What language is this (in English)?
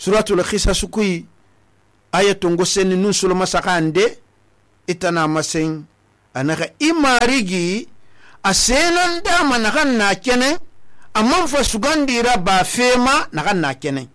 Susu